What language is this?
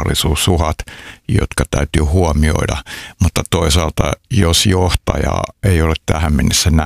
Finnish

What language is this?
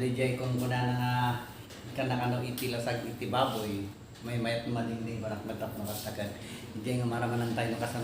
Iloko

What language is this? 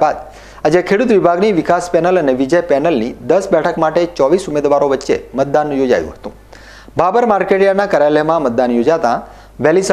Gujarati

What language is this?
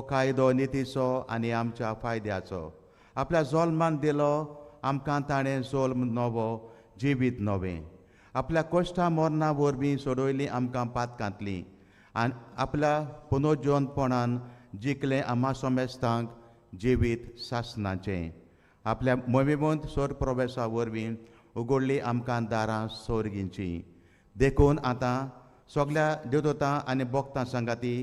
Konkani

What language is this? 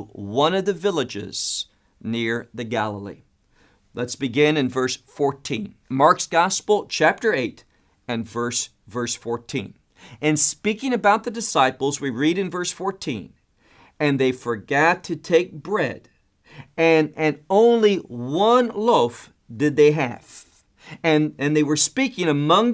English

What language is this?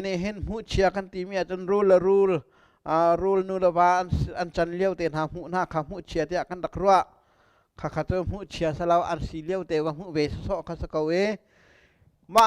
Hakha Chin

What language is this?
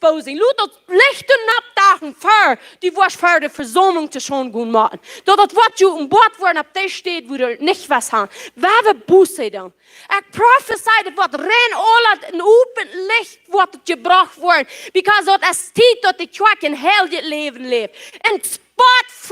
Plautdietsch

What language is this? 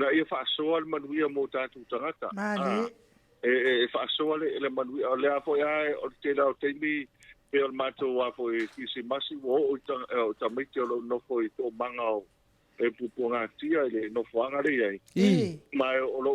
Samoan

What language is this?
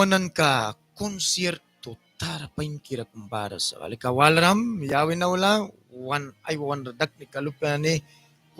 Mískito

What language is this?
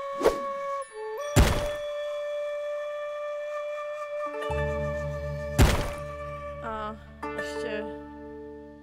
Czech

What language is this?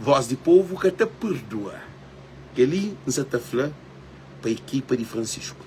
Kabuverdianu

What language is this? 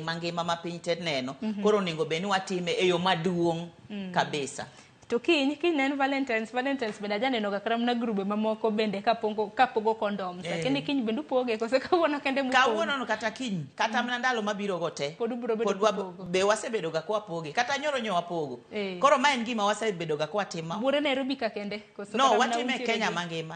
Luo (Kenya and Tanzania)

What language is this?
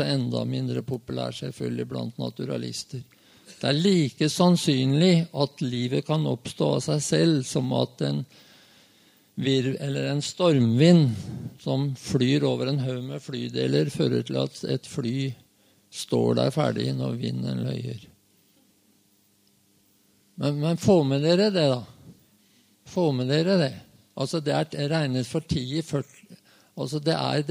Norwegian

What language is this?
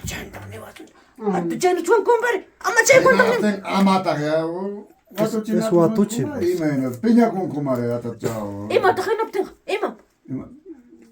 Ayacucho Quechua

